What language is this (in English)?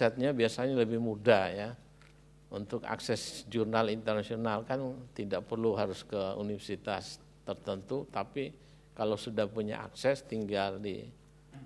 Indonesian